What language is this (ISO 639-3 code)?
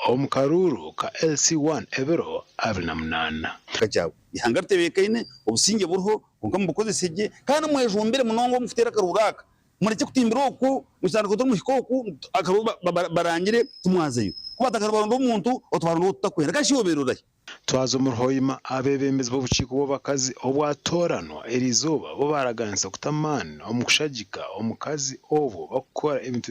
nyn